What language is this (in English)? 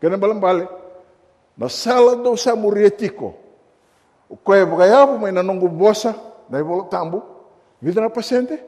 Fijian